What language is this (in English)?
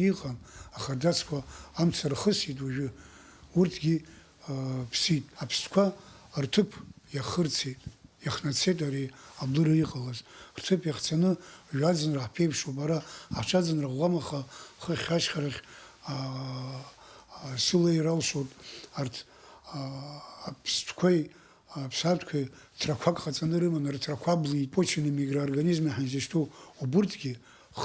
Abkhazian